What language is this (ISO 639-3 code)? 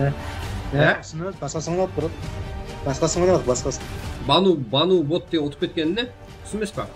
kaa